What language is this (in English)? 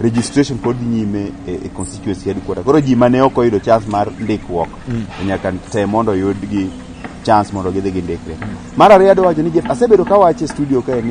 Luo (Kenya and Tanzania)